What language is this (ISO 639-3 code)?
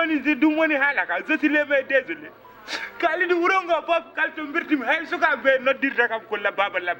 ful